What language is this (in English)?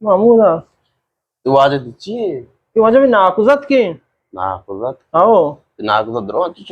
Eastern Balochi